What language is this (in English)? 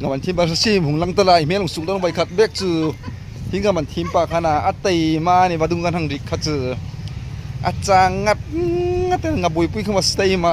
Hmar